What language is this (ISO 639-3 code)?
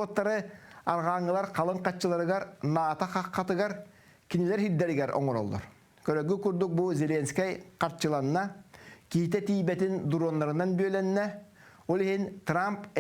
sah